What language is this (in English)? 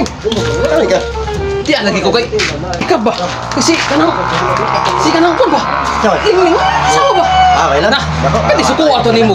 Cebuano